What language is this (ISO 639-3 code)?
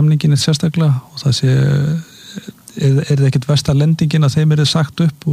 isl